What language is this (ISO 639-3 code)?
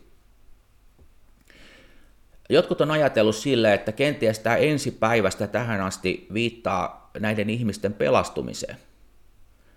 fin